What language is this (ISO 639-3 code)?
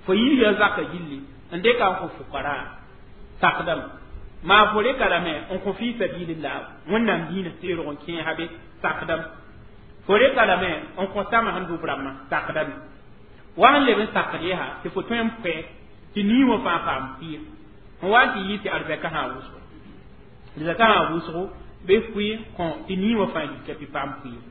mos